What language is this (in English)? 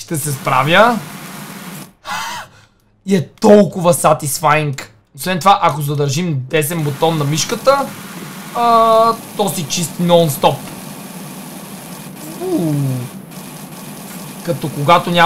Bulgarian